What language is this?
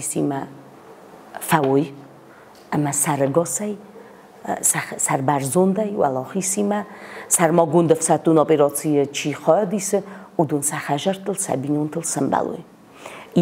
Ossetic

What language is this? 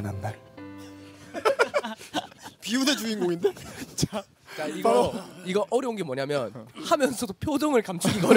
Korean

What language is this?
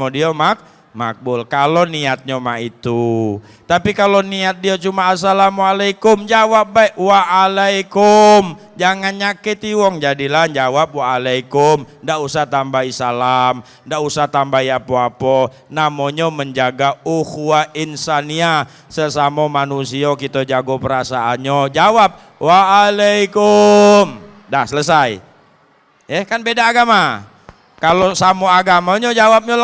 Musi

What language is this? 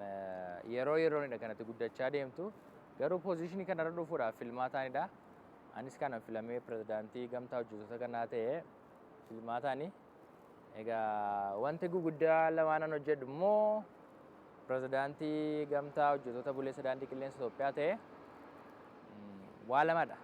Oromo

